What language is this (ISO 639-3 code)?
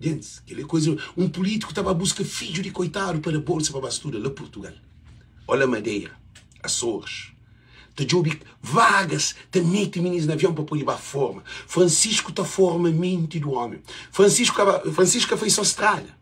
kea